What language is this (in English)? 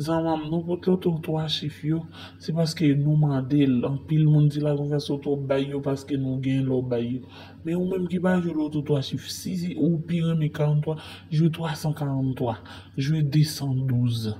Haitian Creole